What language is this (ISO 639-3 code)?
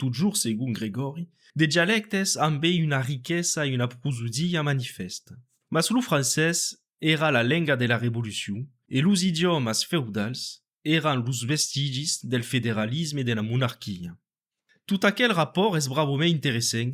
oci